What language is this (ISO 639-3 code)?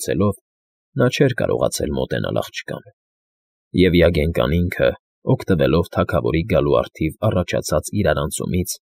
hye